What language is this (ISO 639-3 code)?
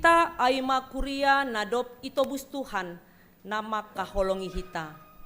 bts